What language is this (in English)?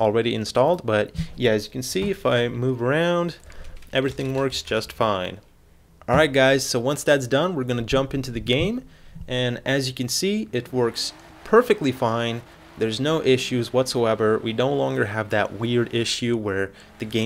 English